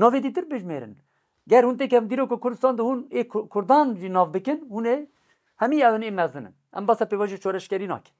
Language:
Kurdish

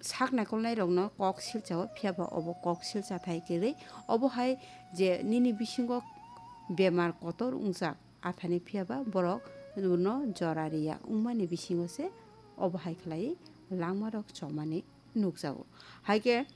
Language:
Kok Borok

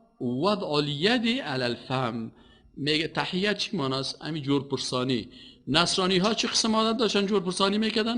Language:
Persian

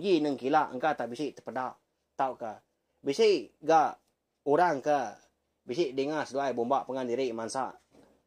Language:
Iban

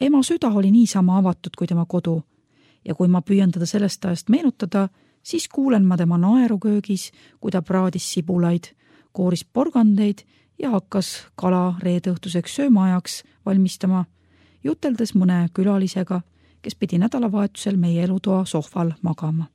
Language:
Estonian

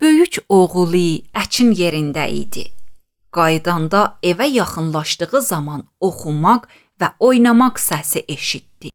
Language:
Azerbaijani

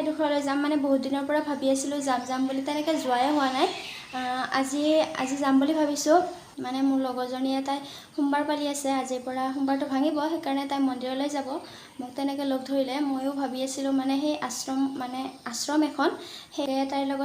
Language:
Assamese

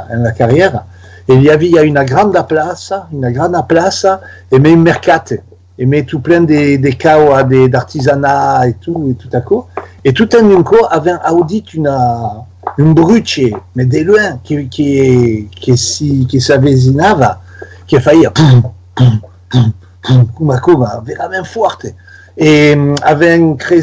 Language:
Occitan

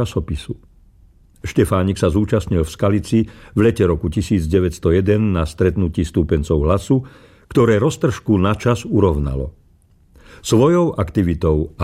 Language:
Slovak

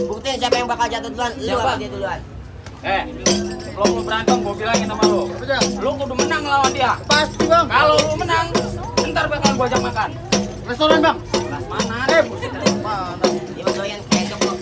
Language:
Betawi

